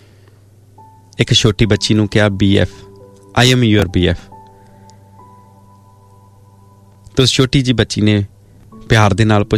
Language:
Punjabi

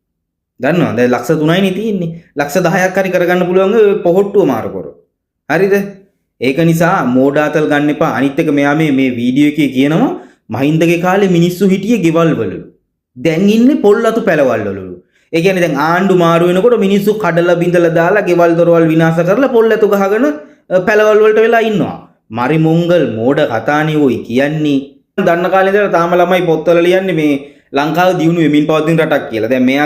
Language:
Sinhala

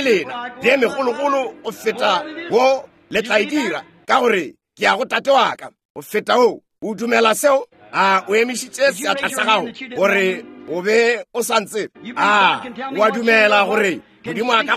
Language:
Northern Sotho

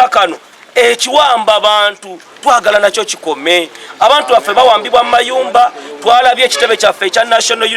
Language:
Ganda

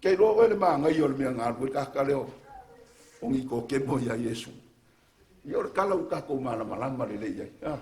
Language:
Samoan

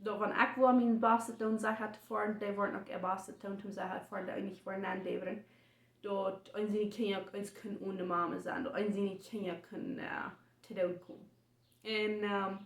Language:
Plautdietsch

